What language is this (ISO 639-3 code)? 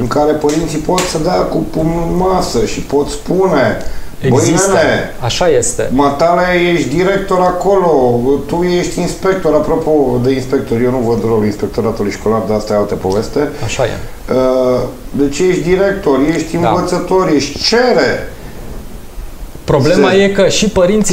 ron